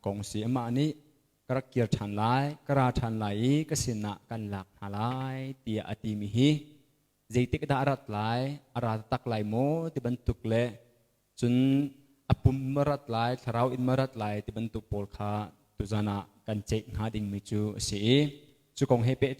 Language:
Hakha Chin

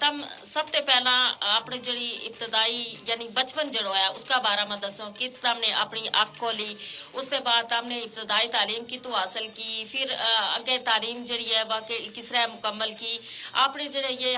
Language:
Gujari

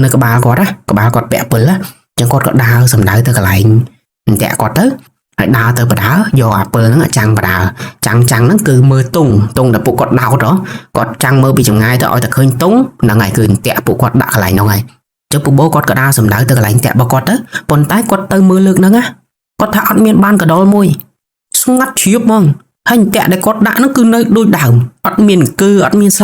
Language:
Khmer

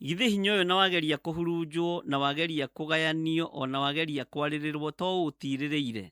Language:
Kikuyu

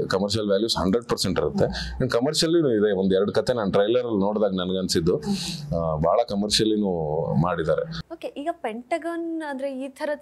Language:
Kannada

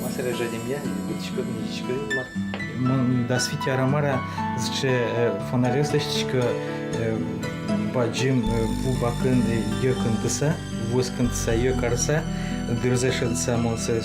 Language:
Udmurt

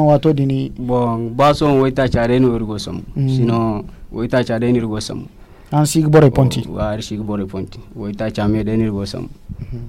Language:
Zarma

